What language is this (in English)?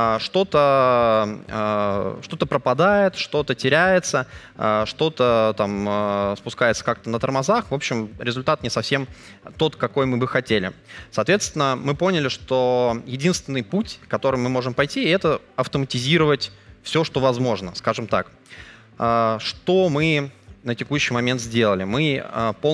Russian